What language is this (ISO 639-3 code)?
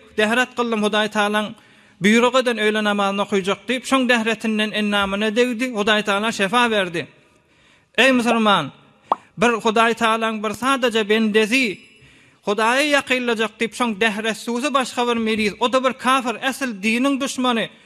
tuk